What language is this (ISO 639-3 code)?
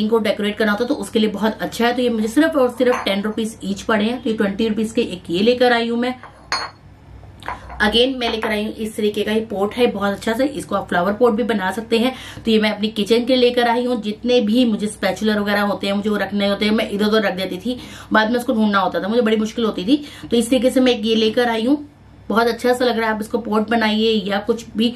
hin